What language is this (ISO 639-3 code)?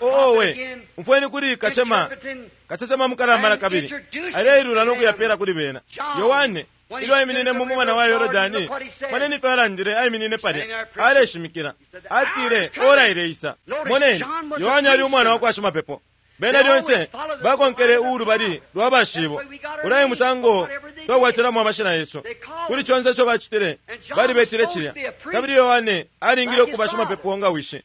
bem